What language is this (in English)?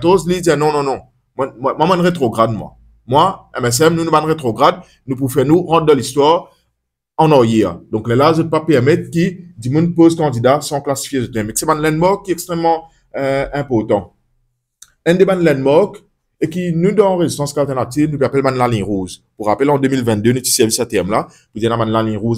Morisyen